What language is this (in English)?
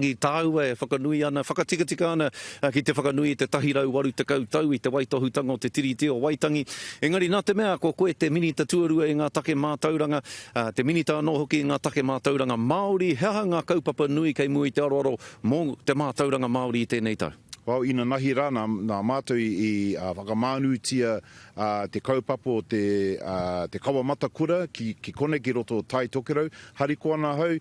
Māori